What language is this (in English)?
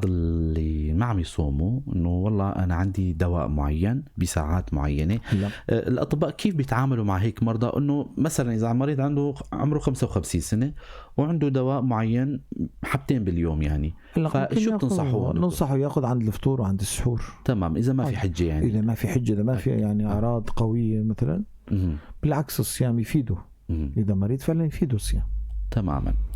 North Levantine Arabic